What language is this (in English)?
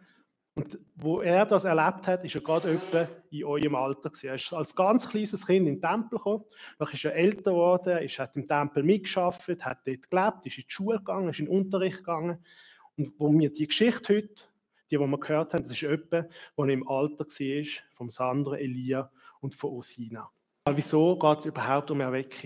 Swiss German